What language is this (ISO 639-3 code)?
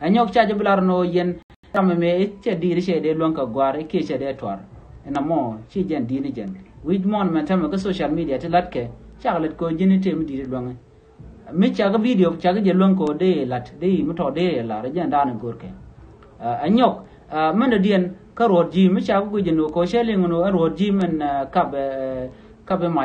nus